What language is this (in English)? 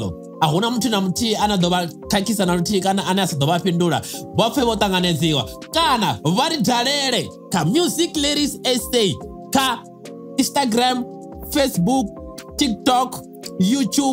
Venda